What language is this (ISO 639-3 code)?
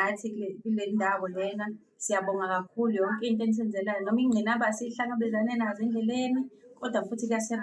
zul